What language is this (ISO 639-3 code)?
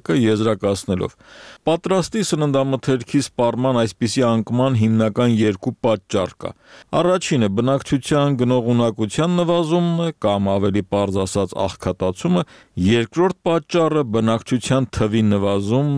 hye